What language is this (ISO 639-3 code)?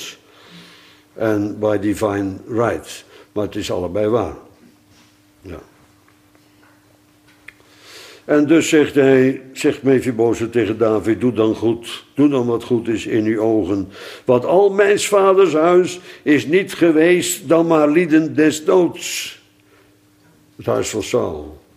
nld